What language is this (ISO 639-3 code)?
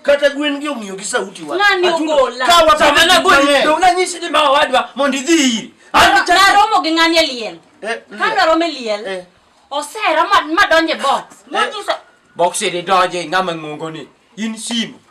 luo